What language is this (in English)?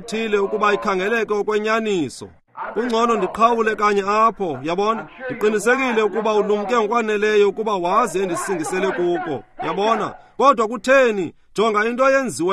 Xhosa